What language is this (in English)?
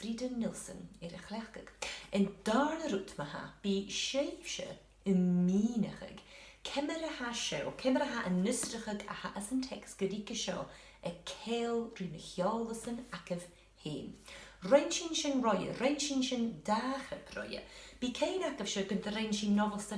Scottish Gaelic